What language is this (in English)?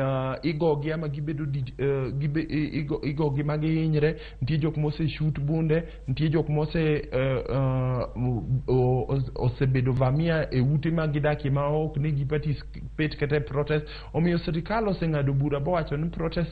Luo (Kenya and Tanzania)